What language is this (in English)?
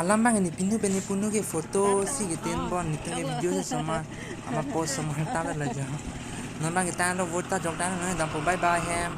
Karbi